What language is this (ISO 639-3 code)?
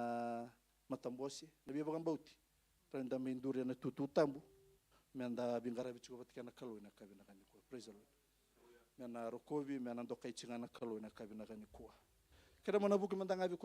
fij